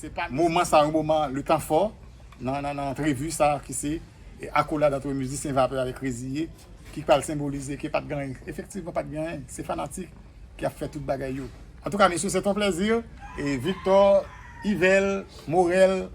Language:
Haitian Creole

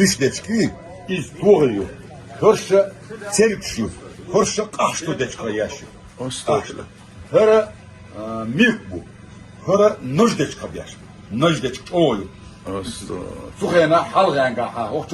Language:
Chechen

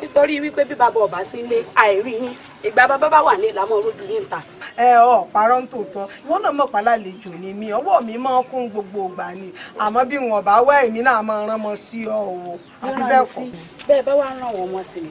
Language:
Yoruba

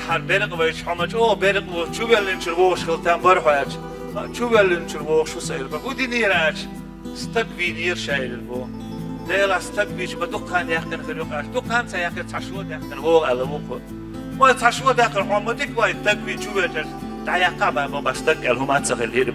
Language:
Chechen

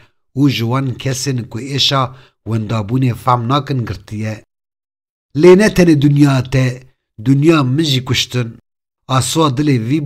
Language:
Kurdish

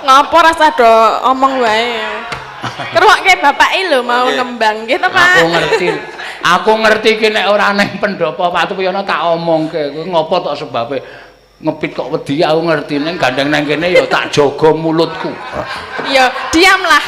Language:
Javanese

